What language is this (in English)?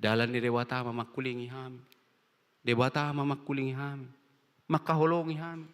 Batak Toba